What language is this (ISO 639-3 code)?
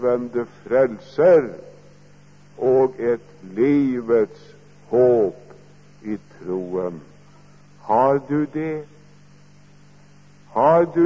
nor